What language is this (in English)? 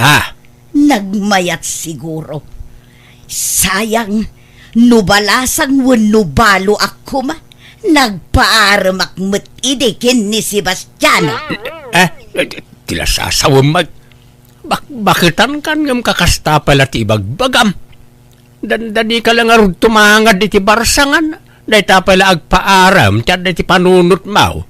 Iloko